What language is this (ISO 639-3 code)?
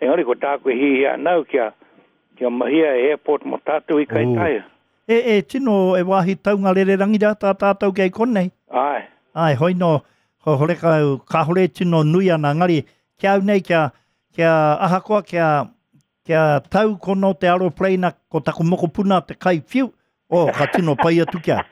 mri